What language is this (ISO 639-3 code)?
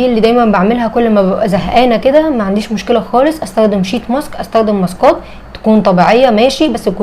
arz